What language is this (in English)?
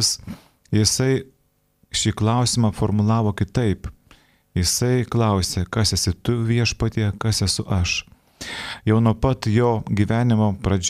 Lithuanian